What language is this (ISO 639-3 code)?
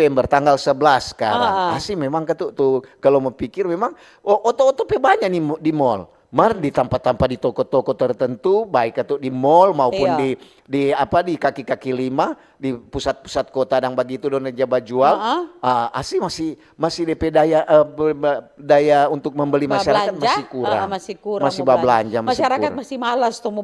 xmm